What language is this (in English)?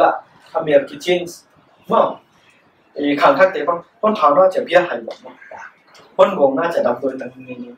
Paite Chin